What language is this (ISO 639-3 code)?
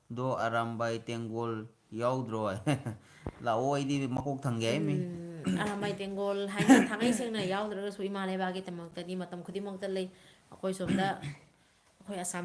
mni